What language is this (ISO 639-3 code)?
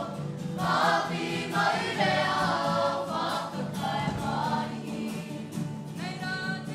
mri